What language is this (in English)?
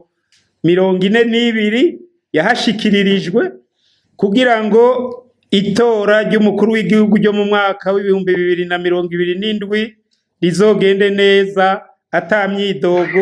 Rundi